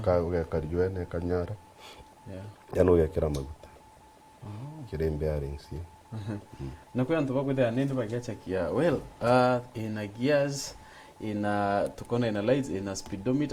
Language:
Meru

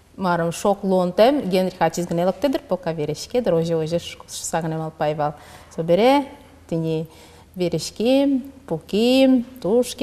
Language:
Udmurt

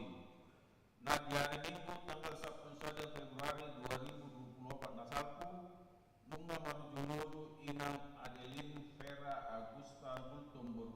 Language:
Batak Toba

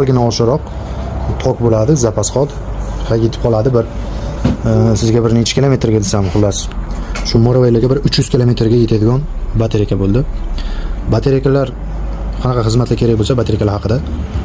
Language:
Uzbek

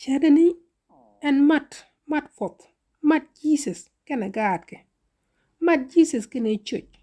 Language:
Nuer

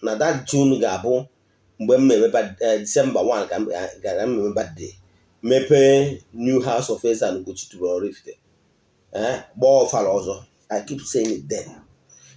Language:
Igbo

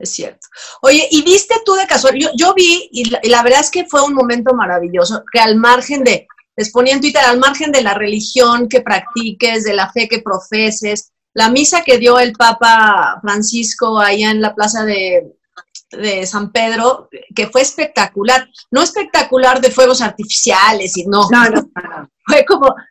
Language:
Spanish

